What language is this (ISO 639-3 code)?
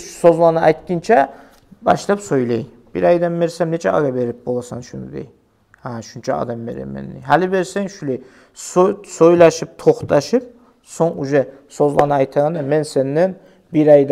kum